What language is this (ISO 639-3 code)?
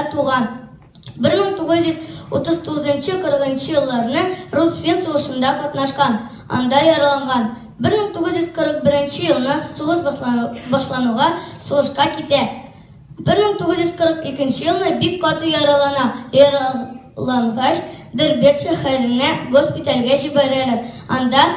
tat